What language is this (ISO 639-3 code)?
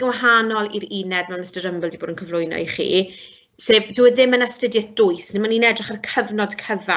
cym